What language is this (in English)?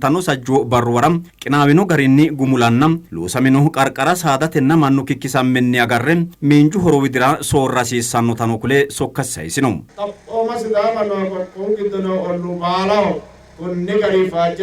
Sidamo